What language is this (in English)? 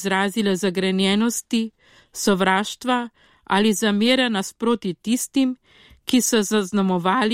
Slovenian